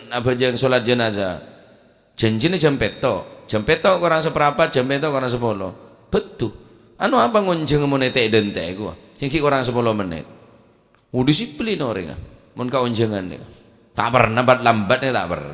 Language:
Madurese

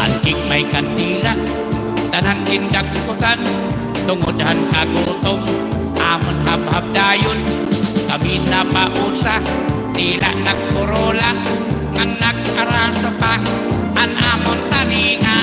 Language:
Waray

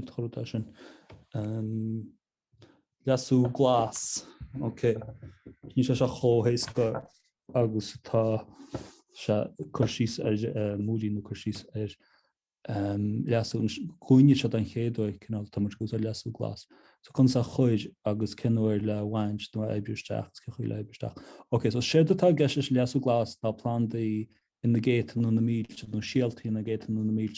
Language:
Irish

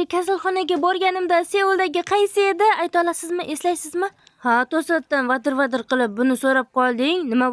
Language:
Uzbek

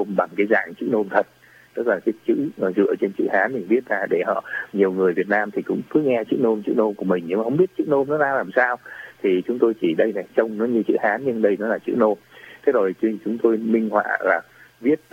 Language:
Vietnamese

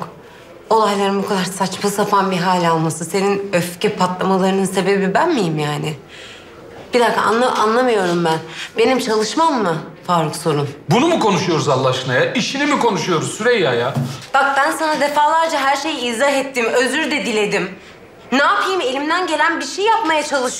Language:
Turkish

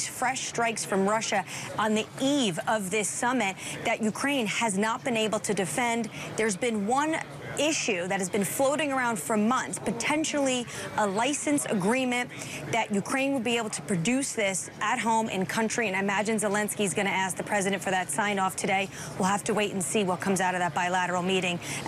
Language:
English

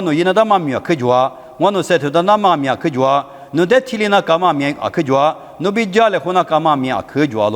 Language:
Lisu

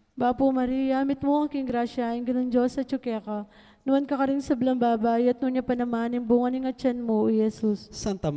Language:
Pampanga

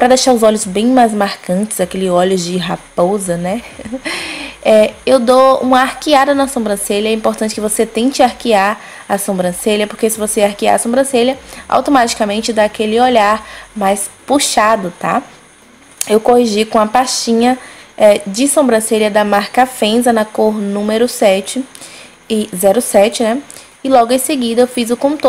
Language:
Portuguese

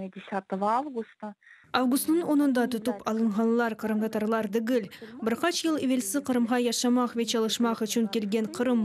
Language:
Crimean Tatar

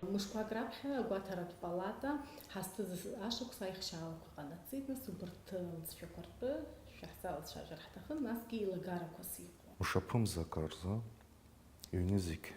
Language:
Abkhazian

